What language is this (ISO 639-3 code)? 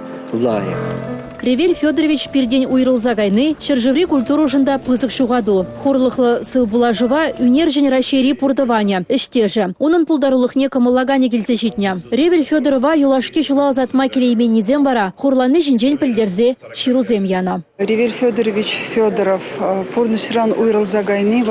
chv